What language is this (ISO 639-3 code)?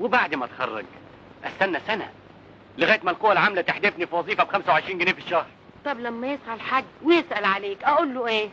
arz